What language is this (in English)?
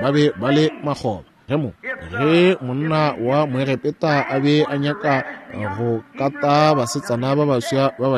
Northern Sotho